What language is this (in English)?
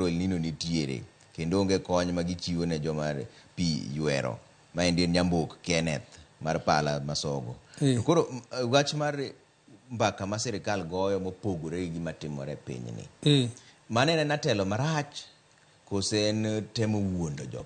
Luo (Kenya and Tanzania)